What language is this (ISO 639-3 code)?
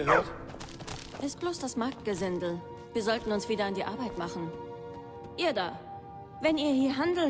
bar